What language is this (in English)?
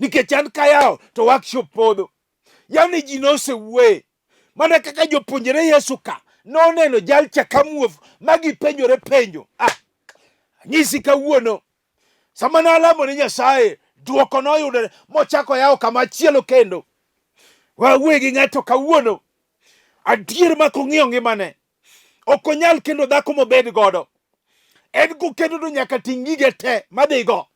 Luo (Kenya and Tanzania)